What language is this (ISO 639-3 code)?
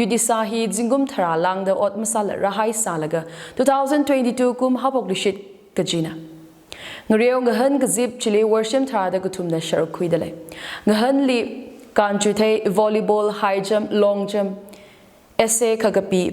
nmf